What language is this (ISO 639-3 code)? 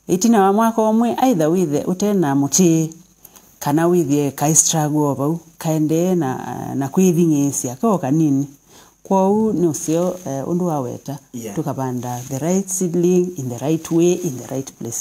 kam